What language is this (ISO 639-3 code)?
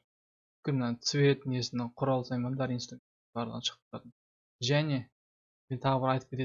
kaz